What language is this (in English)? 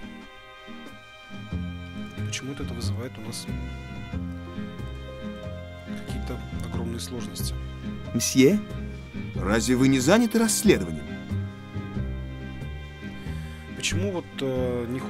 Russian